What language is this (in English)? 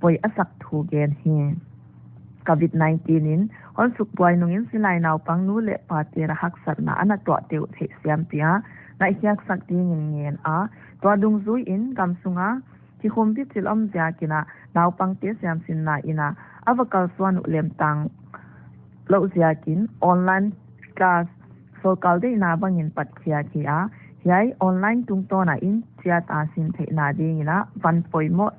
Paite Chin